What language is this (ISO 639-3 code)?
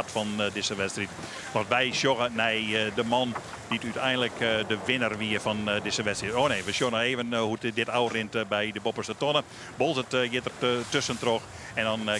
fry